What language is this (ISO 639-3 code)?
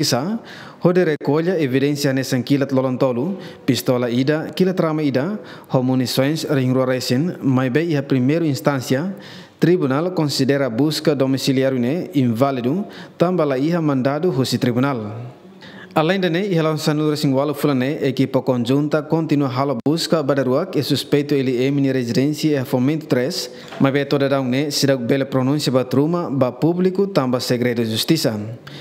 tet